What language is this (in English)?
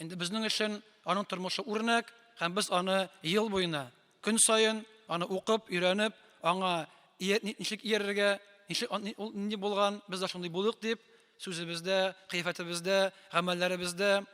Tatar